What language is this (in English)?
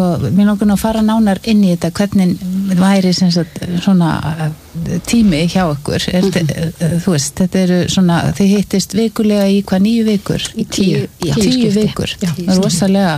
Icelandic